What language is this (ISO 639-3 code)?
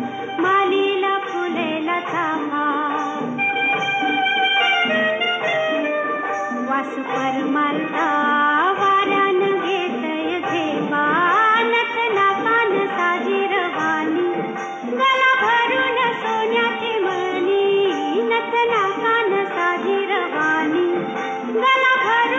mar